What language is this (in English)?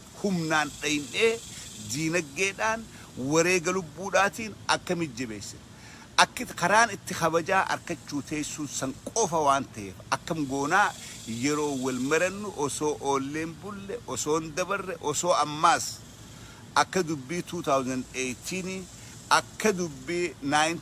Oromo